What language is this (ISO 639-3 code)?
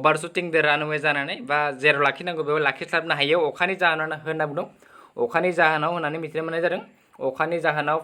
brx